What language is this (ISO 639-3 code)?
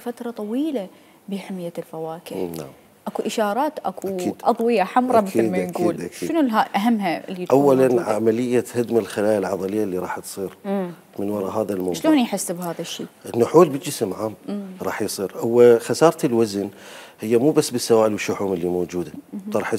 acm